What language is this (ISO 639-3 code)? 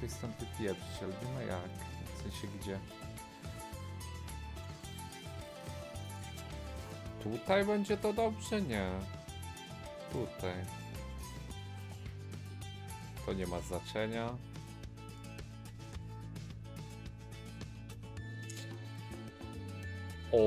pol